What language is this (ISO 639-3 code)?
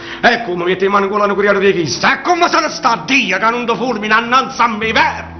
nap